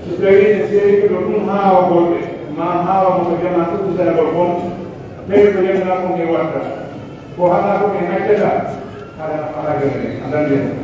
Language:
Pular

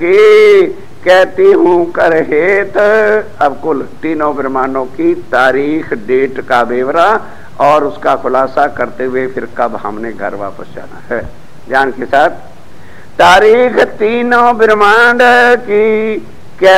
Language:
Hindi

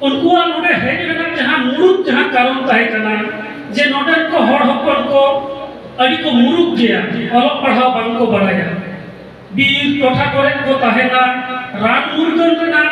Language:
Santali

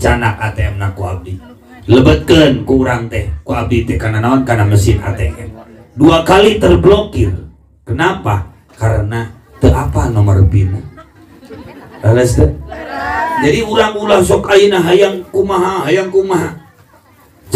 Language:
Sundanese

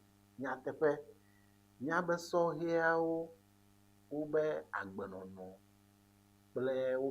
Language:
Ewe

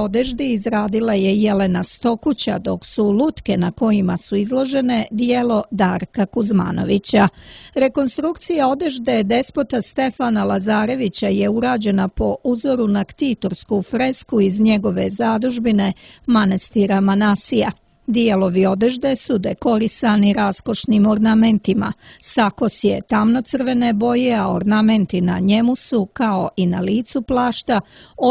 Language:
Serbian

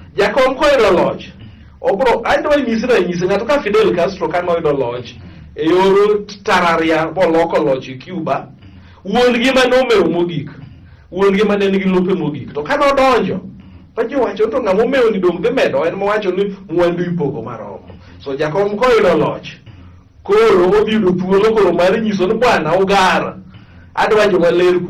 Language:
Luo (Kenya and Tanzania)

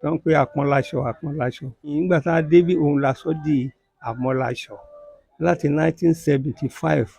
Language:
Yoruba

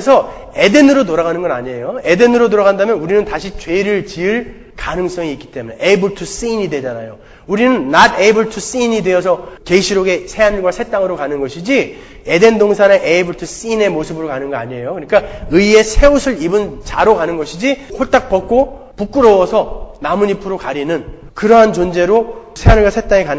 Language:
Korean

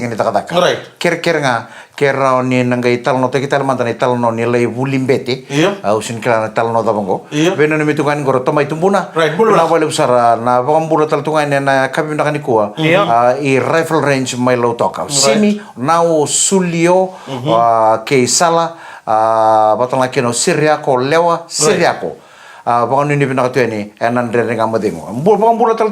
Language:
Fijian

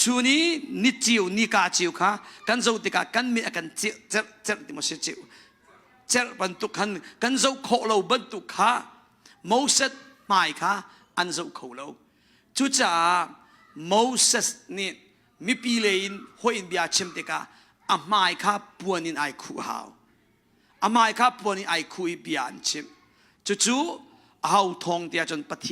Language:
Hakha Chin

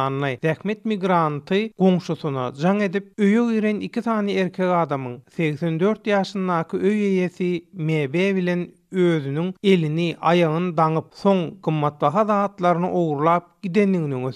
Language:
Turkmen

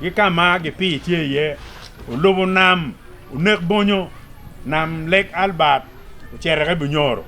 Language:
Acoli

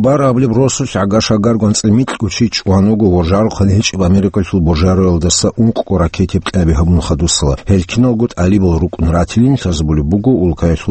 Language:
Avaric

